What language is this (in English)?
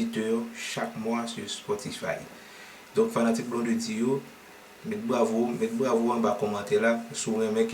Haitian Creole